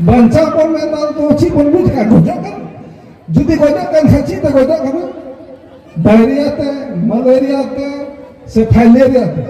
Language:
Santali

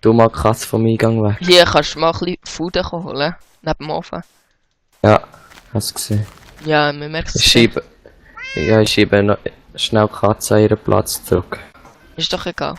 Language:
Swiss German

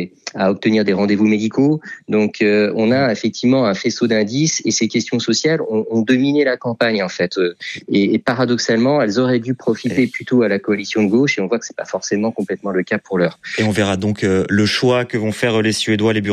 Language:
French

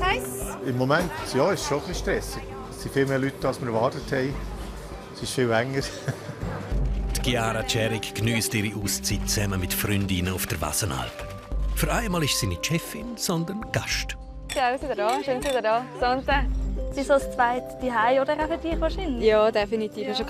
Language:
Swiss German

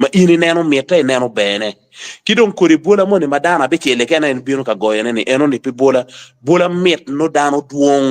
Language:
Acoli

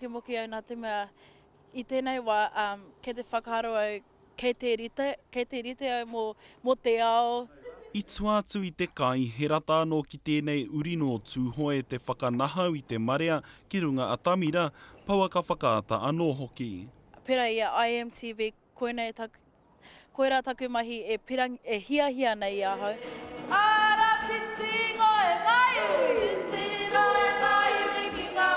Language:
Māori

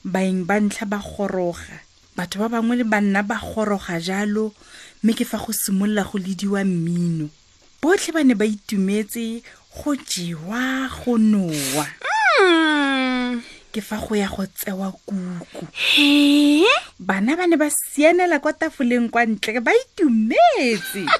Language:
Tswana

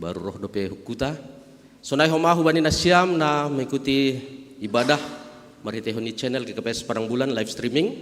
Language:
Batak Simalungun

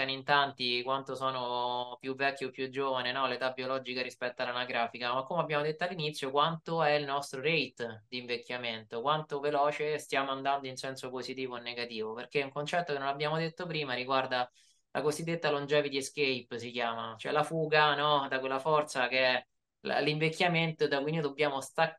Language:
Italian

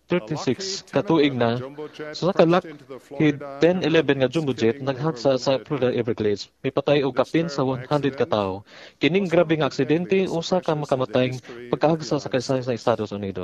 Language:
Cebuano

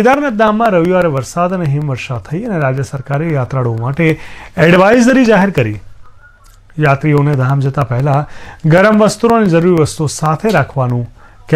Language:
Gujarati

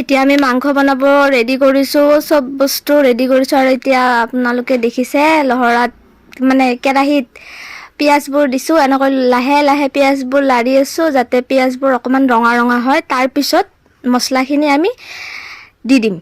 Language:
Assamese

